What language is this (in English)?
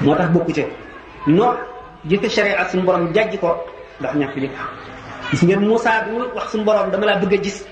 Wolof